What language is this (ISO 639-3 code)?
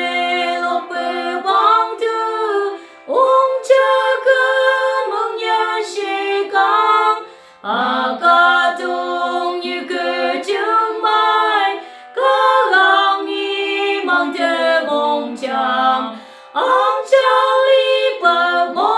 nph